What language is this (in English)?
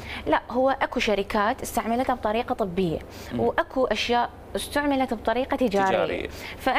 Mesopotamian Arabic